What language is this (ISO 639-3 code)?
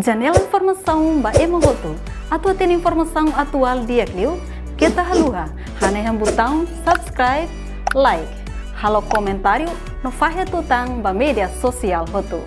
tet